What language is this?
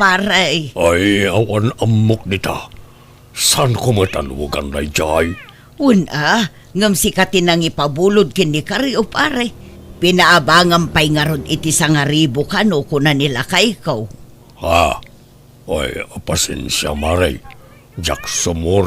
Iloko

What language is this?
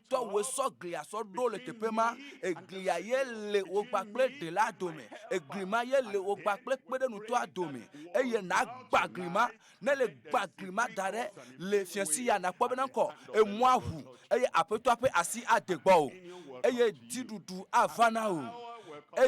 Ewe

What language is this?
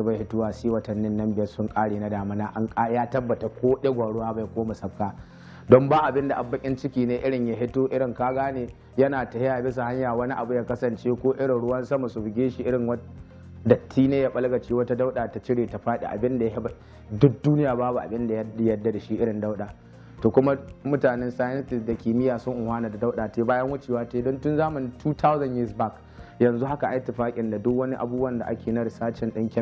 Hausa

